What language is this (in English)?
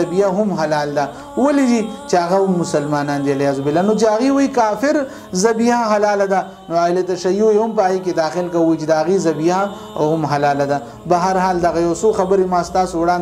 Pashto